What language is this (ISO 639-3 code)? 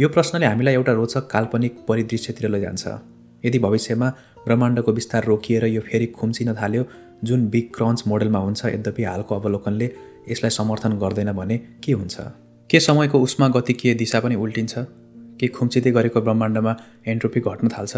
nep